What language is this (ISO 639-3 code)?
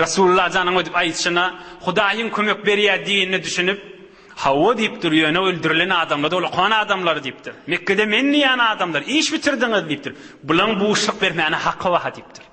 tuk